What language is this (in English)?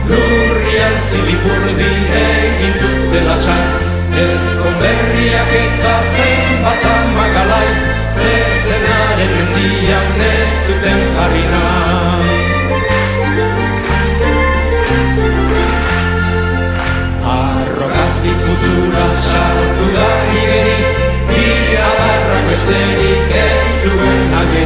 Basque